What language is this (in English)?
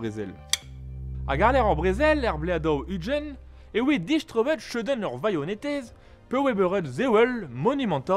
Breton